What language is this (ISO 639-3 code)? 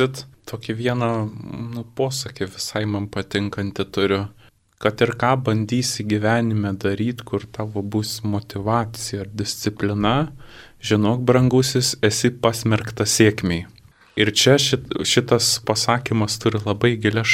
lit